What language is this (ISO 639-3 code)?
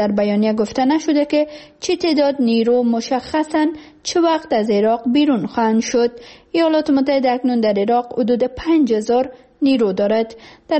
fas